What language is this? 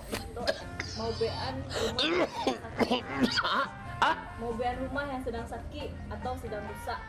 Minangkabau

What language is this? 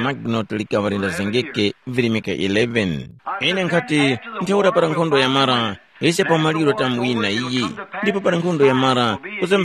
Tumbuka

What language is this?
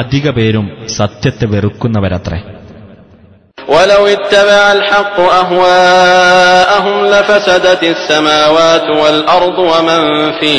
Malayalam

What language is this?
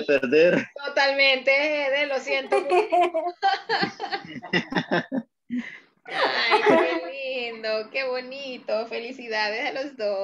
Spanish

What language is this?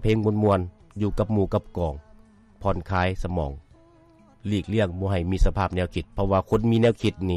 Lao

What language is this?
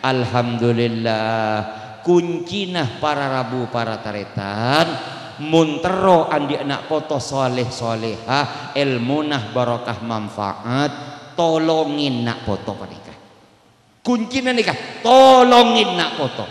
Madurese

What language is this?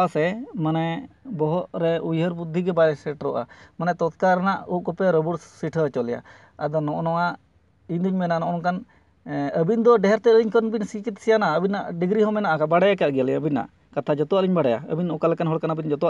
Santali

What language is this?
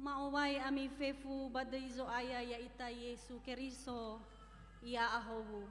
Nias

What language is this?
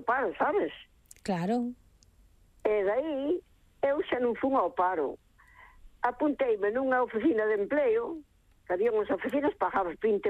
Galician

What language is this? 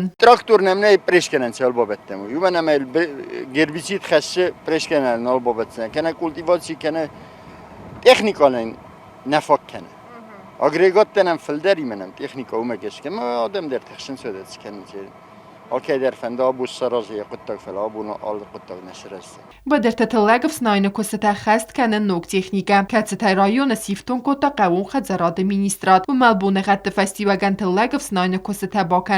Ossetic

